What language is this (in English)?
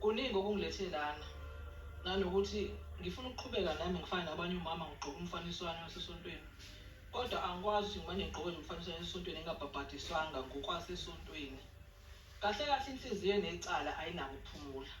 Zulu